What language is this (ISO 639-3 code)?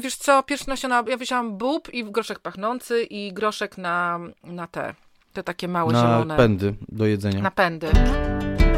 pol